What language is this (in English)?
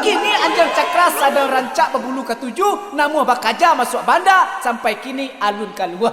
Minangkabau